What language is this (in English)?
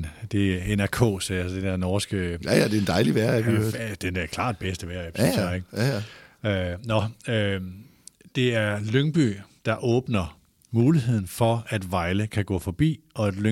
Danish